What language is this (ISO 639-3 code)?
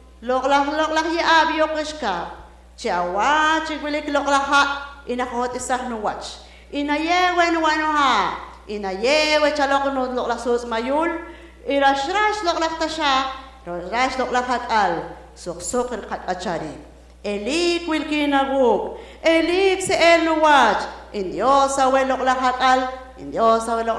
poh